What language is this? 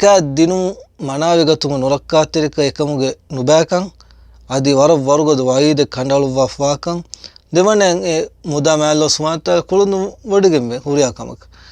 Divehi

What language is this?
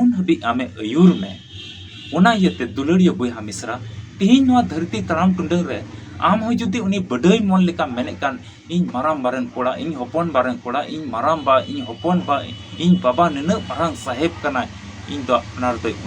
Santali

